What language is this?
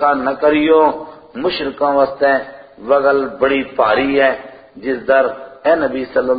Gujari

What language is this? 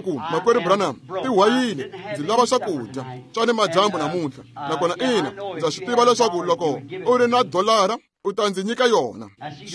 Tsonga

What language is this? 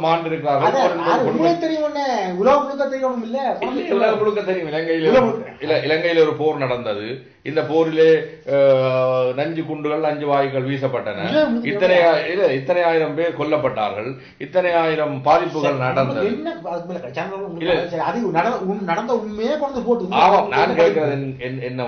Tamil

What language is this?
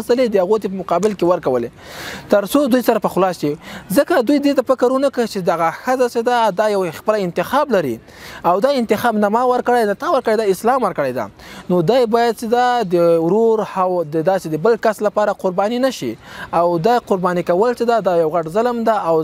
Pashto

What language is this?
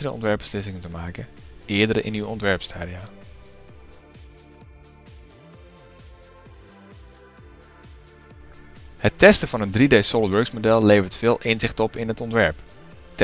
Dutch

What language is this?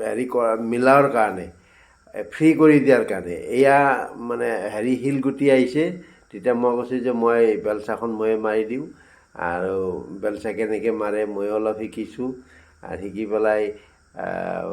Assamese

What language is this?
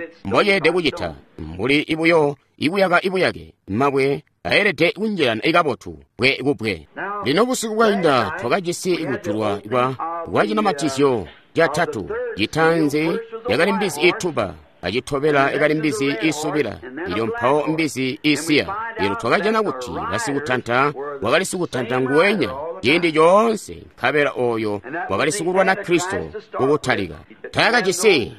Tonga (Zambia)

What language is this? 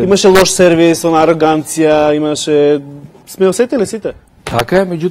Macedonian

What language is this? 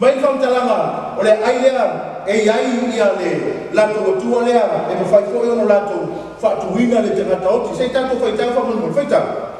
Samoan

